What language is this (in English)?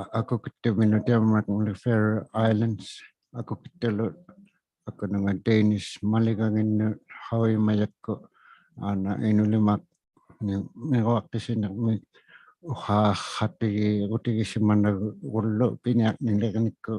Inuktitut